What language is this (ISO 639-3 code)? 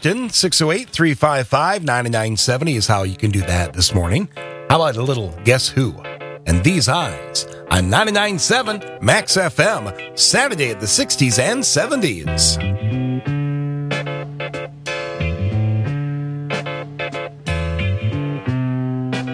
eng